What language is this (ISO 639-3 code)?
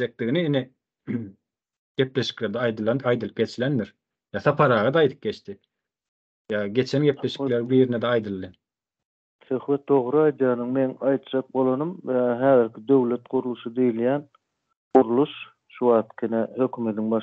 tuk